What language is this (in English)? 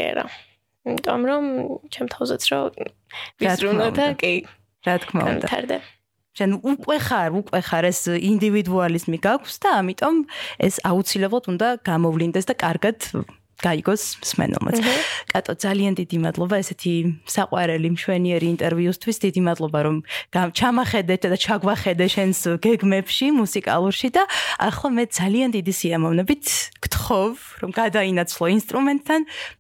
Georgian